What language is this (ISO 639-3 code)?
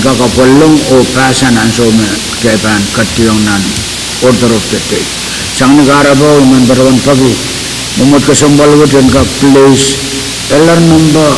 pon